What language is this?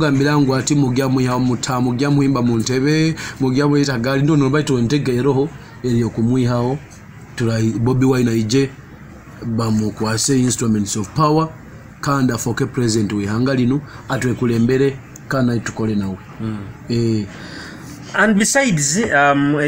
Nyoro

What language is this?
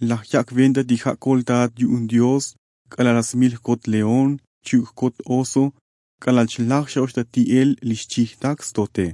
Tzotzil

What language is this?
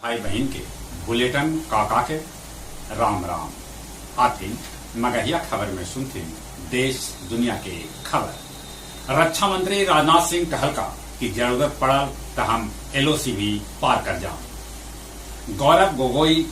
Magahi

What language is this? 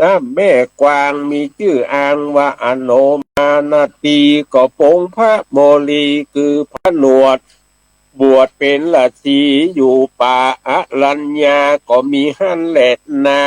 Northern Thai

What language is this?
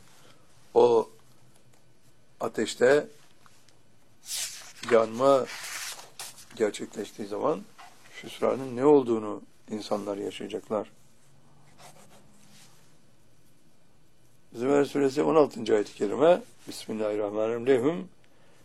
Turkish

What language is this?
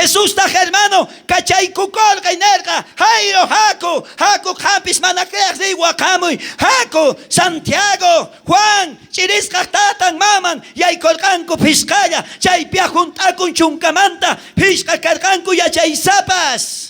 South Bolivian Quechua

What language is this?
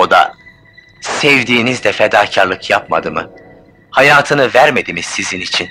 Turkish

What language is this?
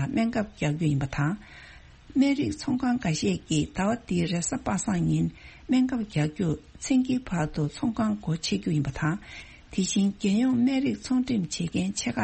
Tibetan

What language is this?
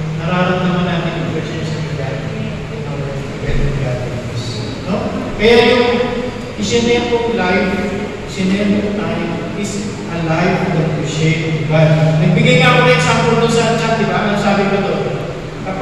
Filipino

